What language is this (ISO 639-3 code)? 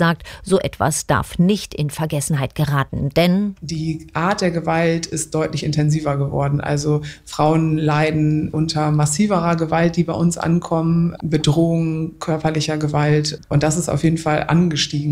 deu